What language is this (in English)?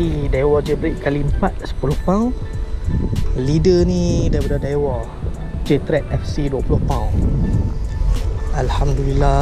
Malay